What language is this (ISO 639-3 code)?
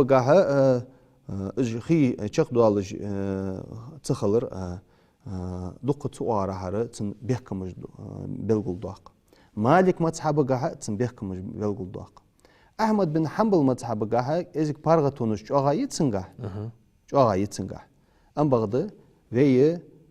inh